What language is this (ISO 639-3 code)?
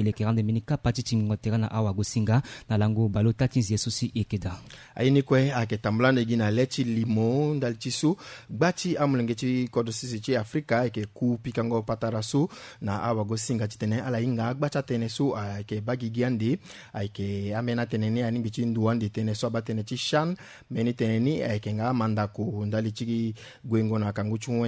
sag